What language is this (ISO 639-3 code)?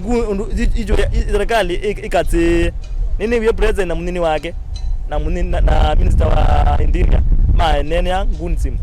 kam